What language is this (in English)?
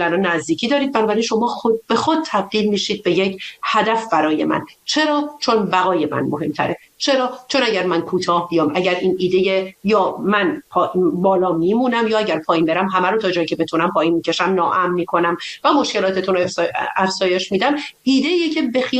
Persian